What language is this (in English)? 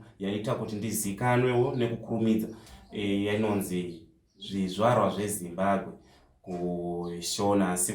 Shona